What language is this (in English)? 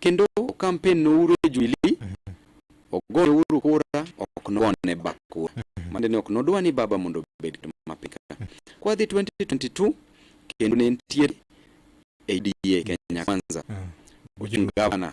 Luo (Kenya and Tanzania)